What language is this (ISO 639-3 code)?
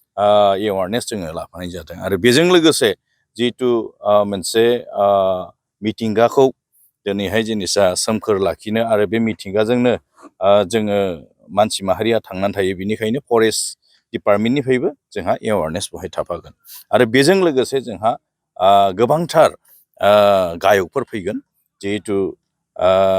brx